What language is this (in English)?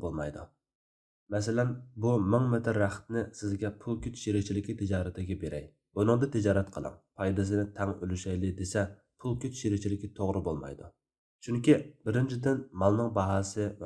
Uyghur